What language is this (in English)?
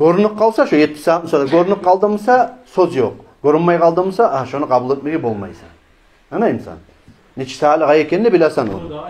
Kumyk